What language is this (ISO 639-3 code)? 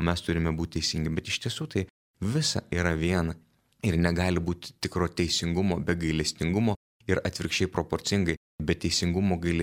lit